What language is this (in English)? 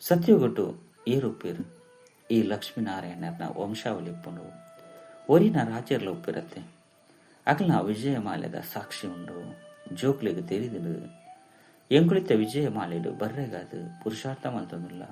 Tulu